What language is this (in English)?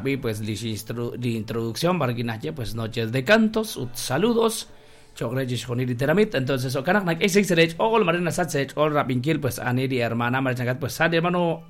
Kekchí